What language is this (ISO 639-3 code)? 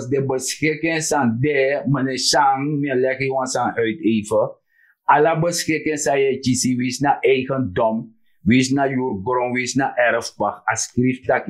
srn